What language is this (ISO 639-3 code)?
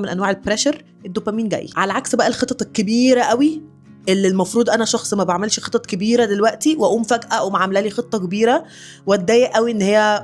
arz